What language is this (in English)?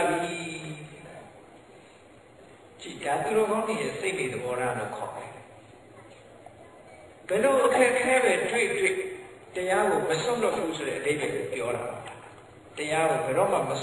Burmese